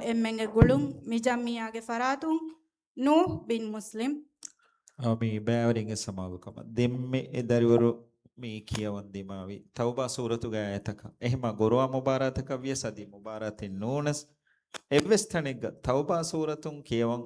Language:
Divehi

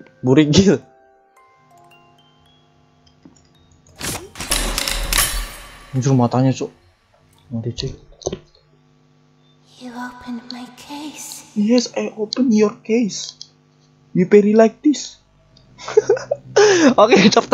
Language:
Indonesian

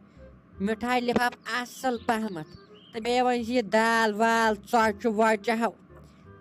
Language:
Kashmiri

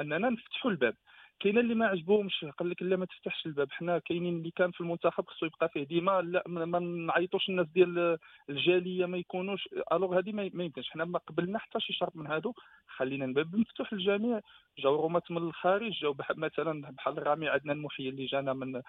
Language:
Moroccan Arabic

